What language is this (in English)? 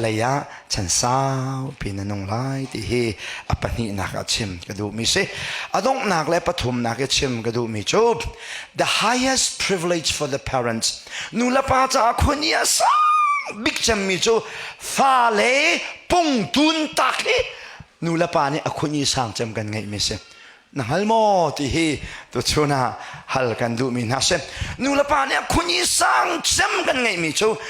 Hakha Chin